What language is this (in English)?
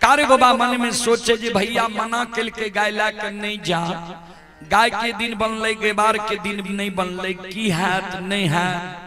Maithili